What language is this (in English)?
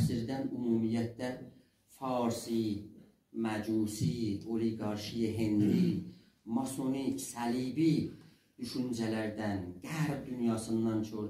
South Azerbaijani